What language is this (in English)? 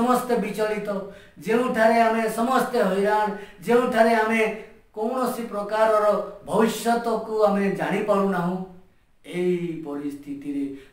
Odia